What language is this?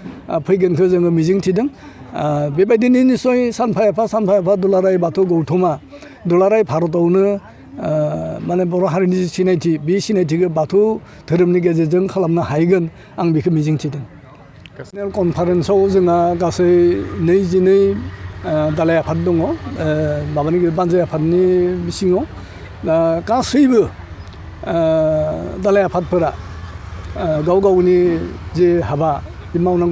Bodo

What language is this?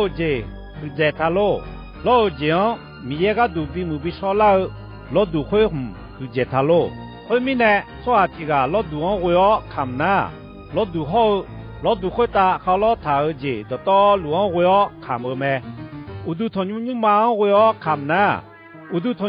Akha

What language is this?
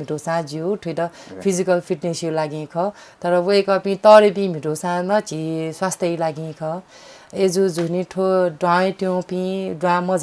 Newari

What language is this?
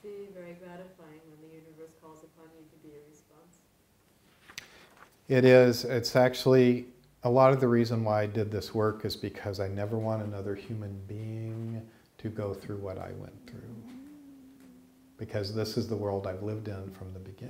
English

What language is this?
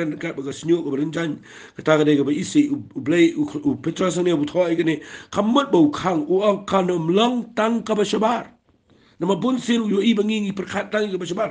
Khasi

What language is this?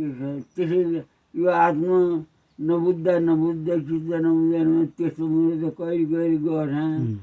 Nepali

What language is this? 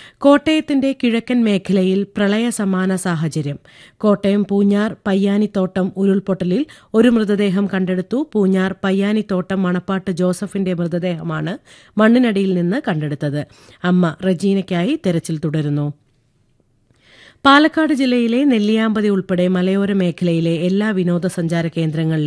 Malayalam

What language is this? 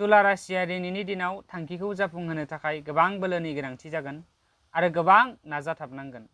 Bodo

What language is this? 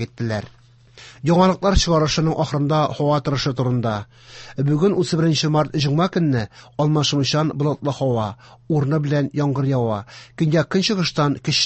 Tatar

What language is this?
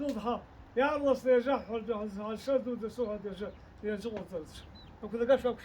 Abkhazian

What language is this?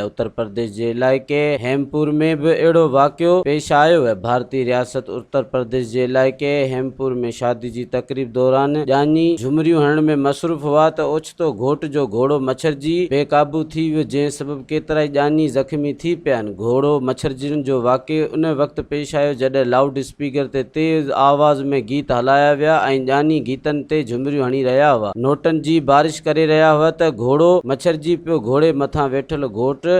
Sindhi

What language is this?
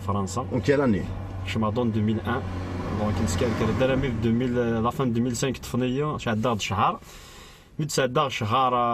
Kabyle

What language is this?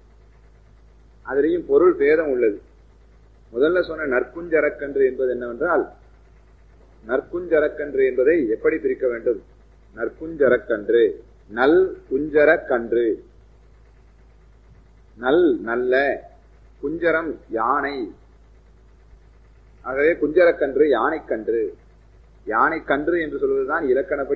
Tamil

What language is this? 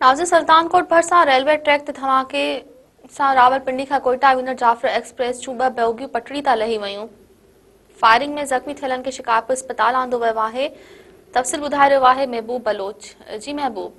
Sindhi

